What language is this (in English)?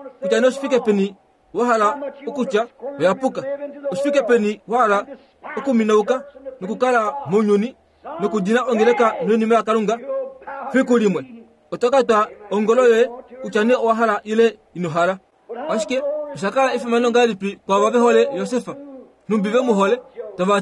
Kuanyama